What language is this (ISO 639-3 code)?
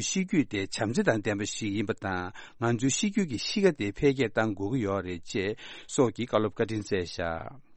bod